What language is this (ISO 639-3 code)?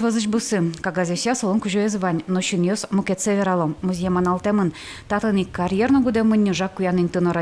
udm